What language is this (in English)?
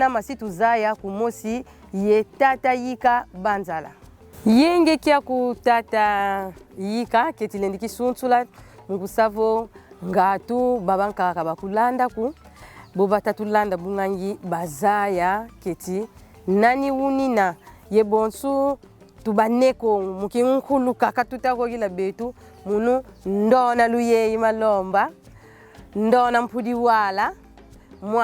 Kongo